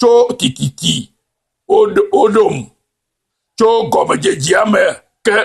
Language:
Ewe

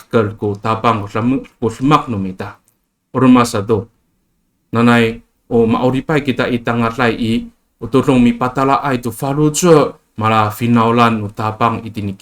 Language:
Amis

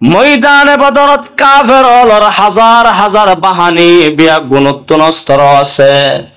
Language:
Rohingya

